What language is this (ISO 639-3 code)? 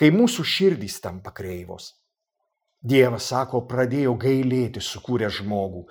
lit